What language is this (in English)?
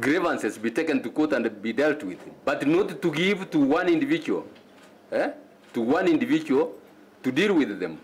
Kamba